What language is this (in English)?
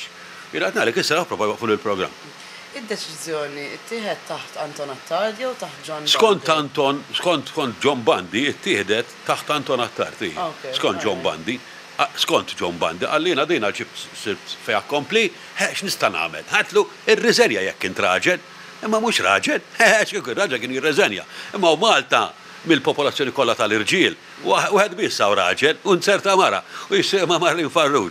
Maltese